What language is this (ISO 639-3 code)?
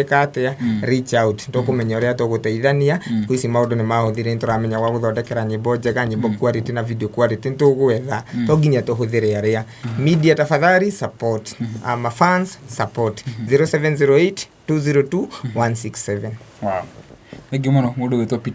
kik